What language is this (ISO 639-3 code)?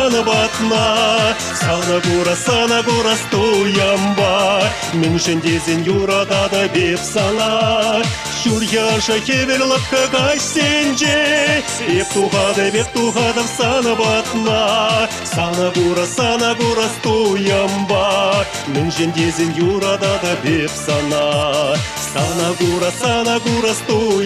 chv